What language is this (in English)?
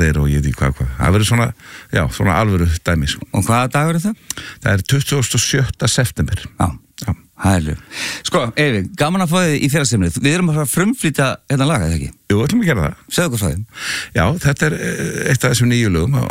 Icelandic